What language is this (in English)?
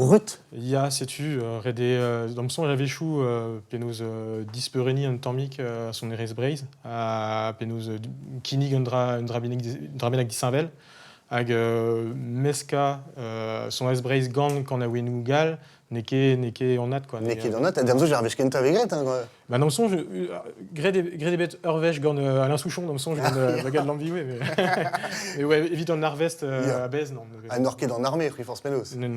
Breton